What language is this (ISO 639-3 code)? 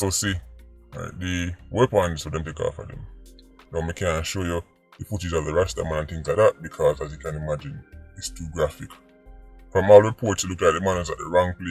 jam